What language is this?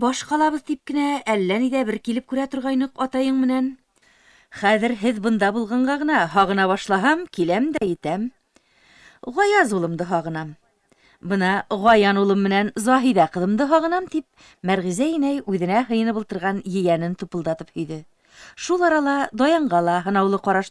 Bashkir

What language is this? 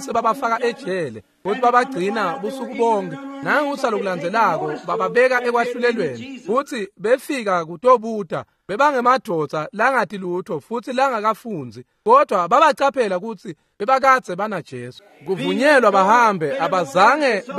Swati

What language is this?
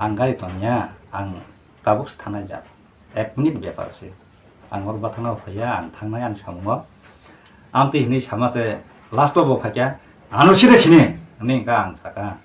Kok Borok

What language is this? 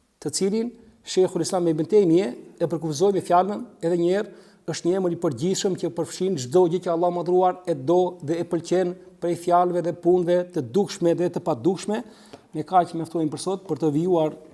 Albanian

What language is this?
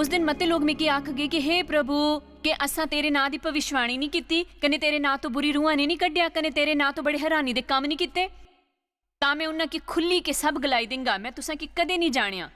Dogri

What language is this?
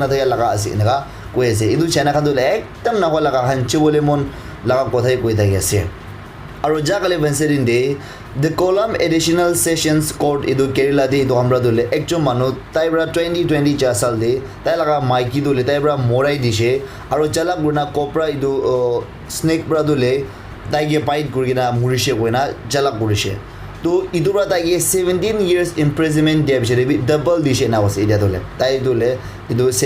Naga Pidgin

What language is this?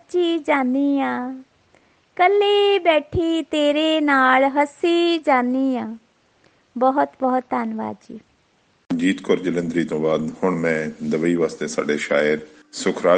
Punjabi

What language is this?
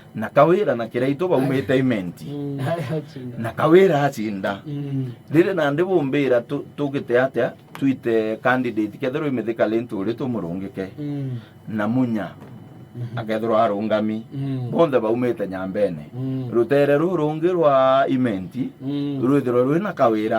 Meru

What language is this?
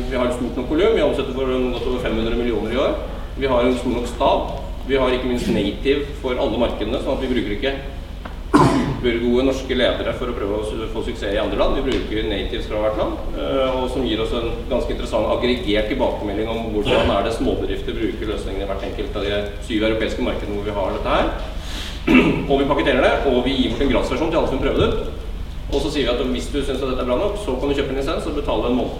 Norwegian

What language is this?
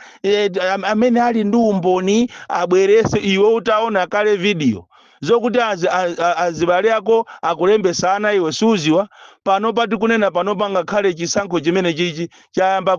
Nyanja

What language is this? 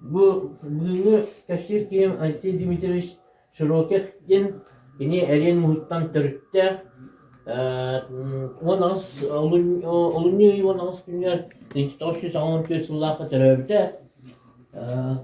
Yakut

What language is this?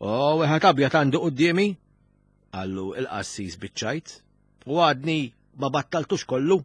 Maltese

